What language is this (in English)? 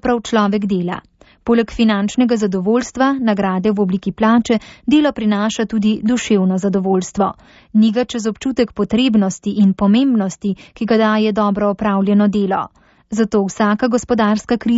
Slovenian